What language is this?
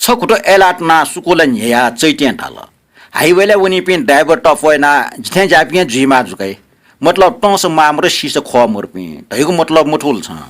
Newari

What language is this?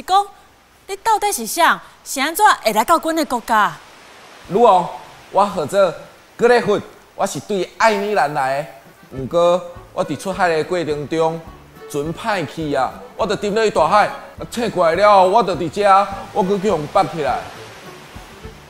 Min Nan Chinese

